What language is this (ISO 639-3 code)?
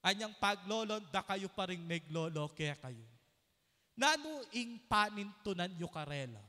pam